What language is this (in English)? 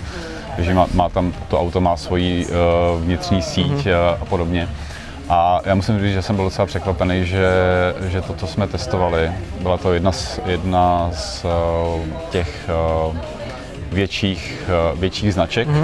Czech